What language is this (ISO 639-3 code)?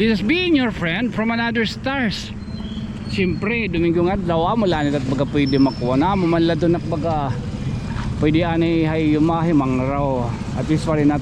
war